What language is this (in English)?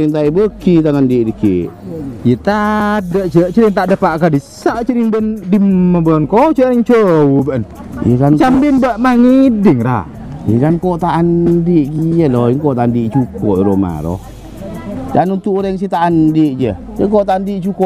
Madurese